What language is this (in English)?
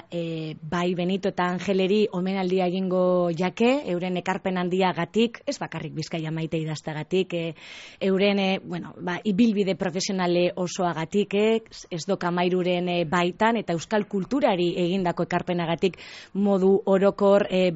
Basque